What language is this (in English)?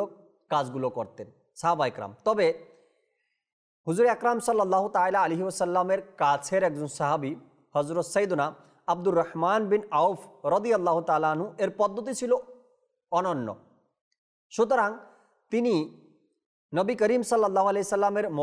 Bangla